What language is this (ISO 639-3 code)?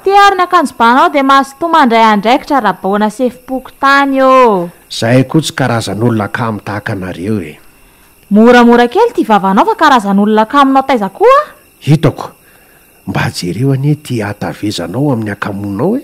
mlg